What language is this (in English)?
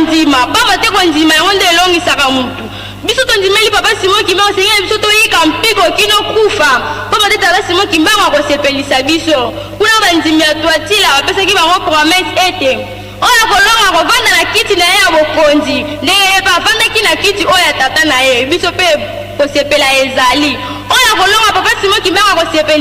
Lingala